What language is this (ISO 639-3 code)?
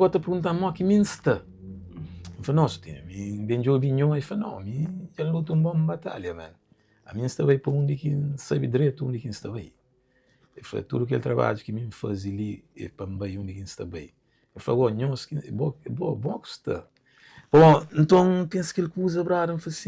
kea